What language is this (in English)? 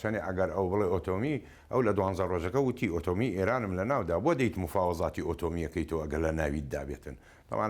Central Kurdish